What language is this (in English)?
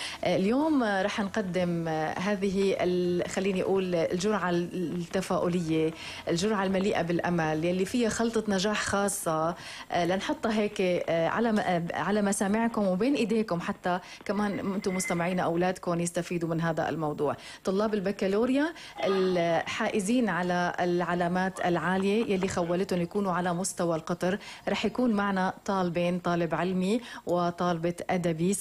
North Levantine Arabic